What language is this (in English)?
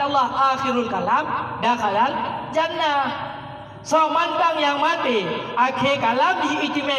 Achinese